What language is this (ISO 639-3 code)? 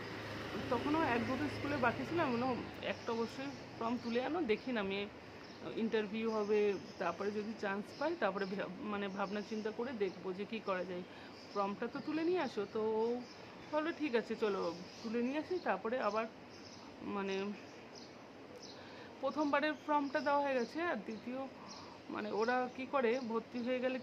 ben